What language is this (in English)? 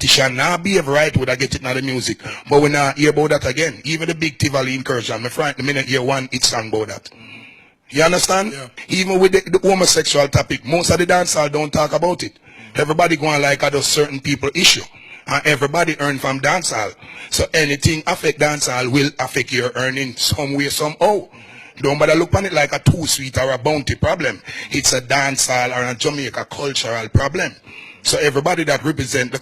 Jamaican Creole English